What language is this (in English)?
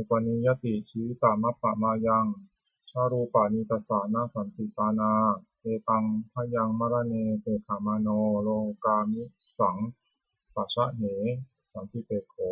Pali